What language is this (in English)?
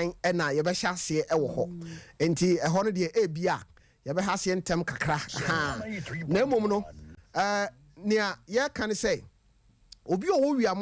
Akan